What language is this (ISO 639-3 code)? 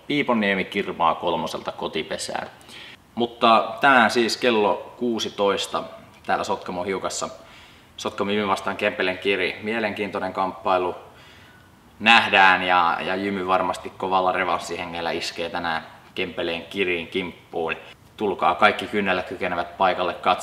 fin